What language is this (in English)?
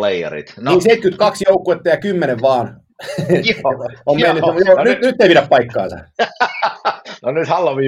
Finnish